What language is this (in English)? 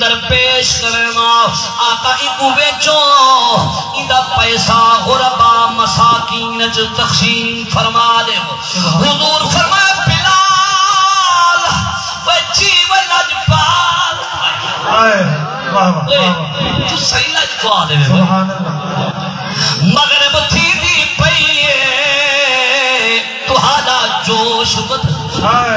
Saraiki